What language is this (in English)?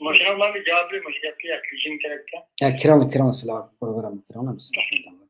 Uyghur